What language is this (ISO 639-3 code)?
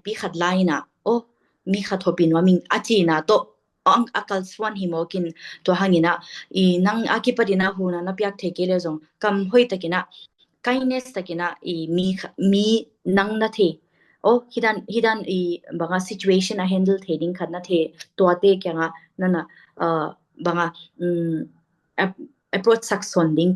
ctd